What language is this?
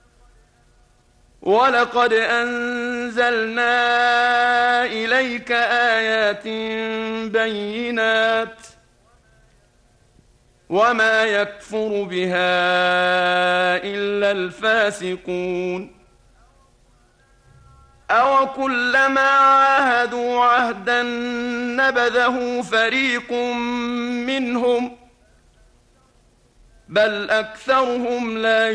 Arabic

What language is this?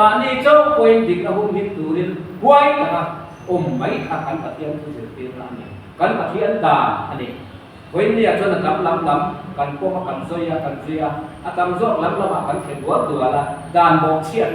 Mizo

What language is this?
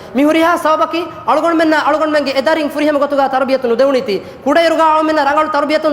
Divehi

